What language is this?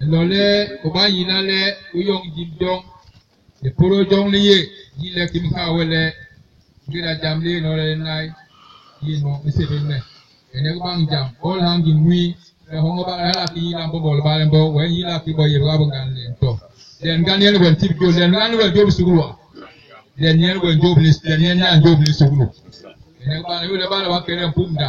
Basaa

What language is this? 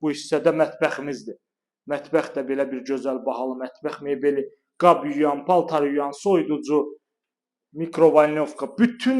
Azerbaijani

